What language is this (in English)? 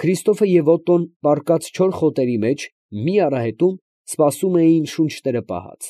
Armenian